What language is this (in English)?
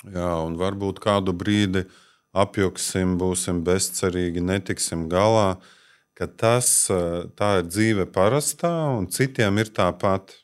Latvian